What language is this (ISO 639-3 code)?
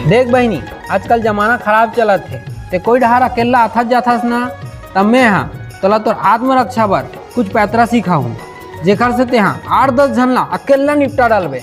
hne